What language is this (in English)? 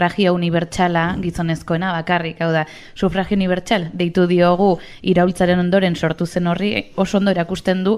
Basque